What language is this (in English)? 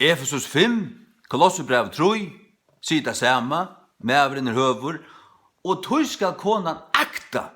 Faroese